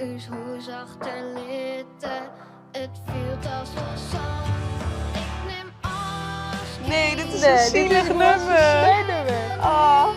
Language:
Western Frisian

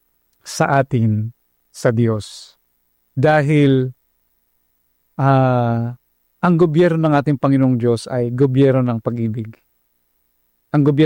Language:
Filipino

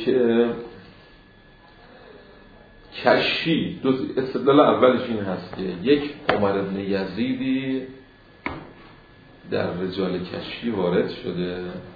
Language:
Persian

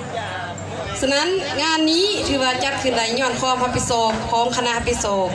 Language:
Lao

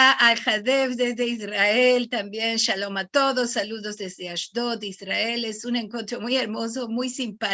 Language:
Ladino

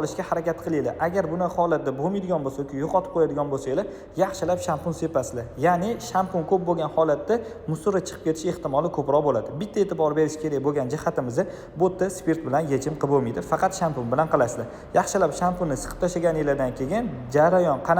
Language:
Uzbek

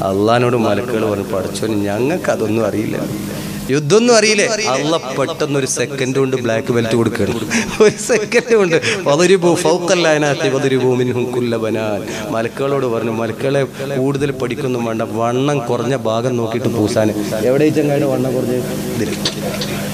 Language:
Malayalam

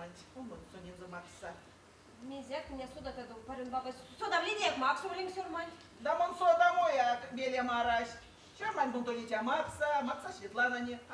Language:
Erzya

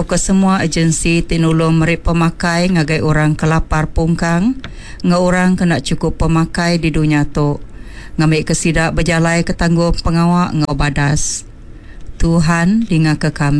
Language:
Iban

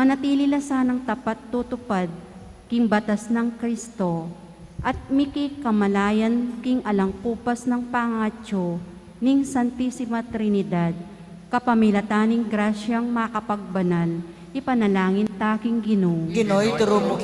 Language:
Pampanga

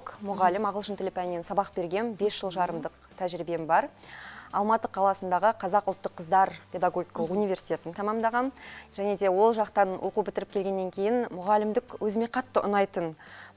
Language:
Kazakh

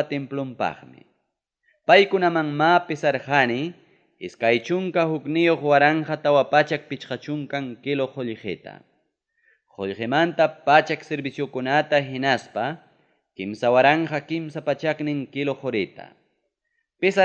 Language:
Ayacucho Quechua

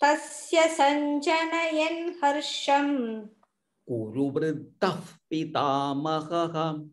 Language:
Sanskrit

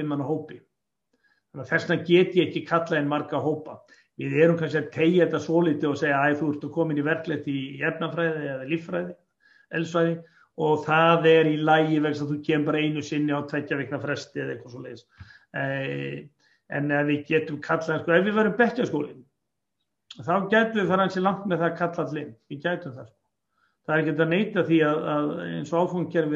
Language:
Icelandic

